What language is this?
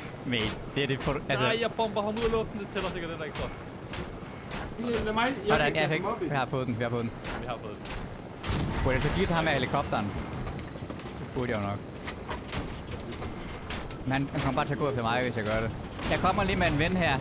Danish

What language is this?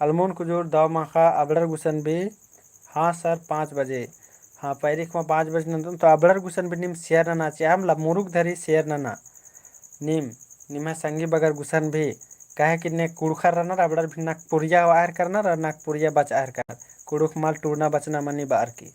Kurukh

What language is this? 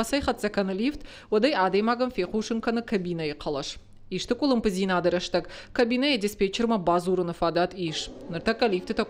Ossetic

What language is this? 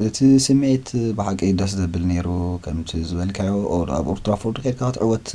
Tigrinya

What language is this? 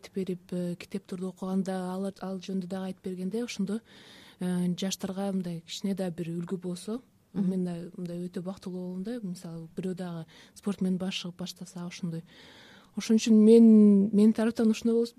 Kyrgyz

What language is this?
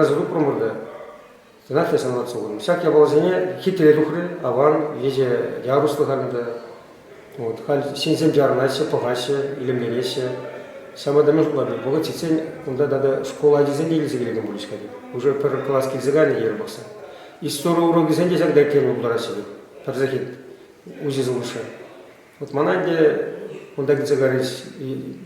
Chuvash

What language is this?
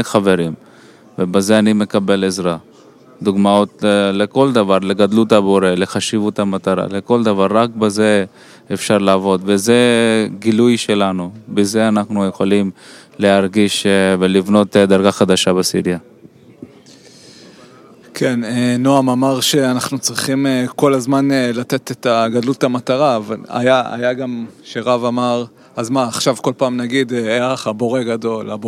Hebrew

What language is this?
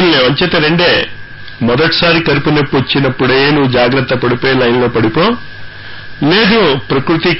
Telugu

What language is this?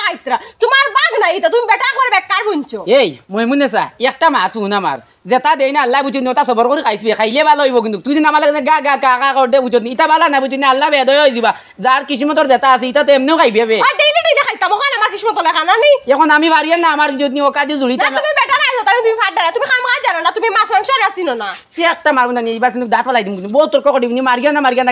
Sylheti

